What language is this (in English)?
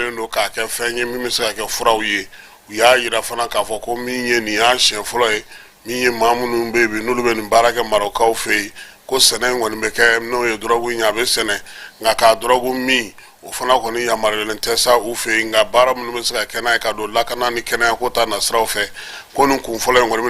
Bambara